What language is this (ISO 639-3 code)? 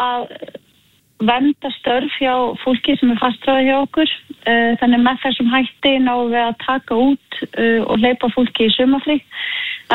isl